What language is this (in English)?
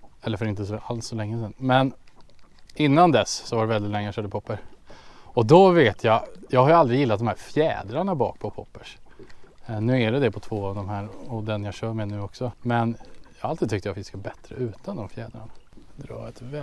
Swedish